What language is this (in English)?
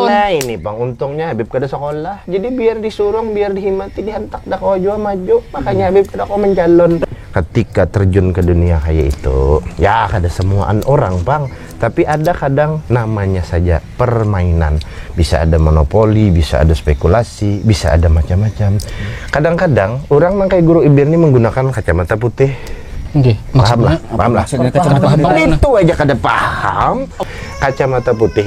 Banjar